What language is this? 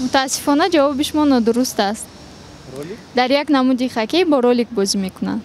Tajik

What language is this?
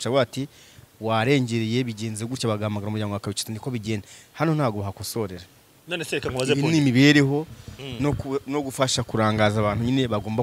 Kinyarwanda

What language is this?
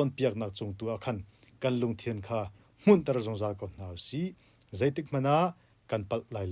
Hakha Chin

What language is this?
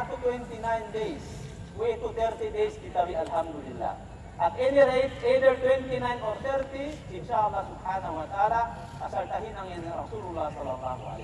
Yakan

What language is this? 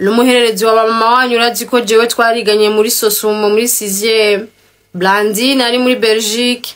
Rundi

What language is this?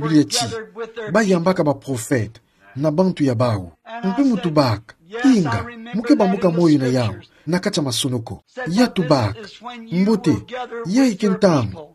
Kituba (Democratic Republic of Congo)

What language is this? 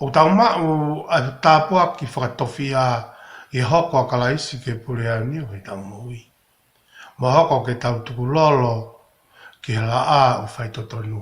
Tongan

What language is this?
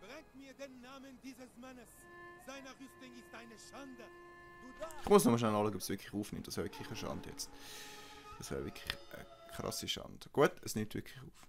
Swiss German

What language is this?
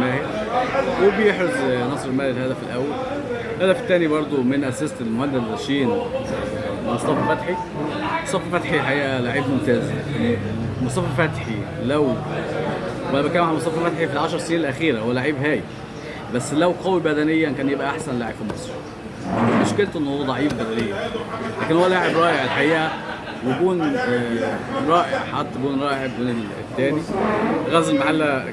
Egyptian Arabic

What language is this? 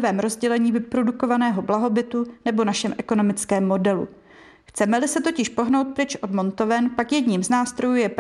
Czech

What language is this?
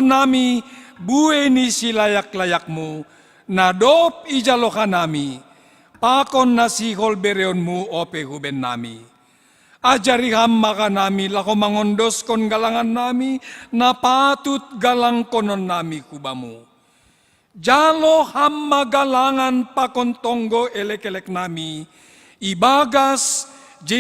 Batak Simalungun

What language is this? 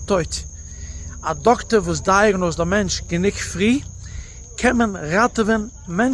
Yiddish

